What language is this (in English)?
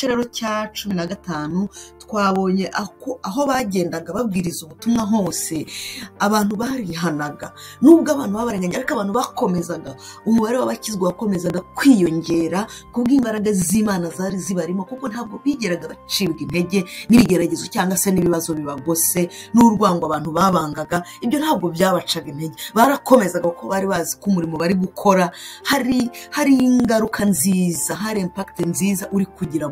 Kinyarwanda